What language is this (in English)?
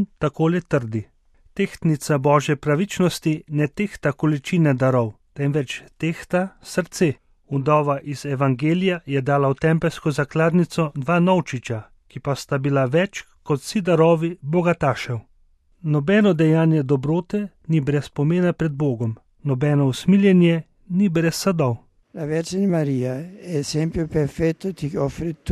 Slovenian